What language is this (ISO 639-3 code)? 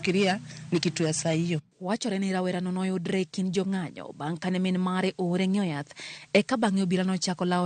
luo